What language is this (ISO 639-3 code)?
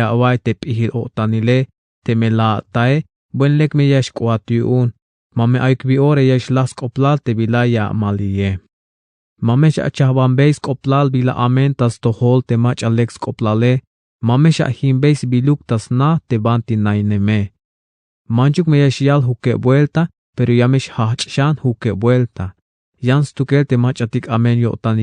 tzh